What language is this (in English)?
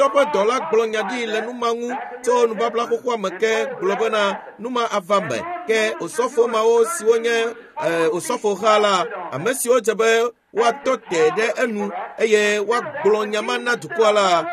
Ewe